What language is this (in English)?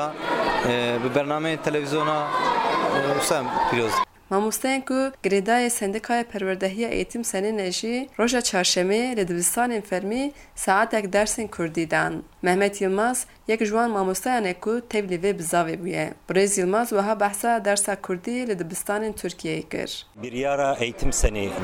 Kurdish